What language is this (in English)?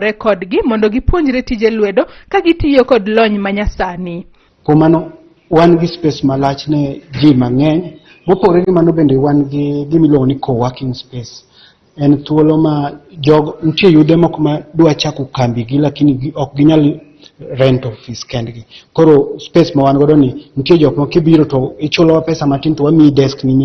Luo (Kenya and Tanzania)